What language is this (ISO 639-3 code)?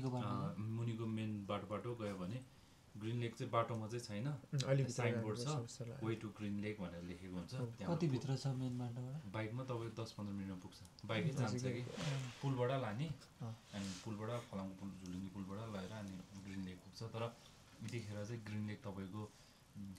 nep